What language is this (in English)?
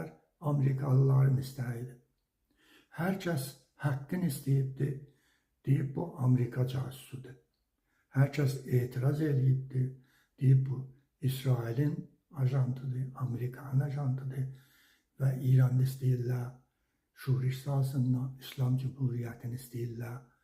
Azerbaijani